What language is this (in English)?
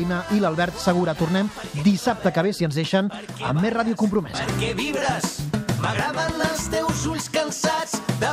Catalan